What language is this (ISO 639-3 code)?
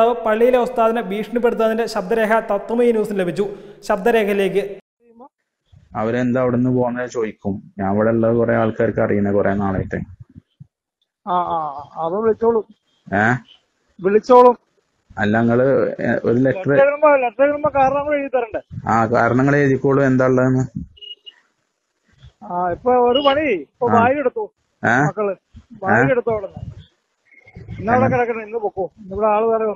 mal